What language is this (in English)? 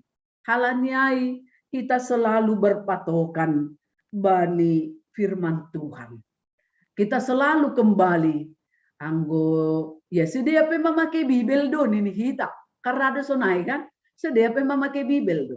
Batak Simalungun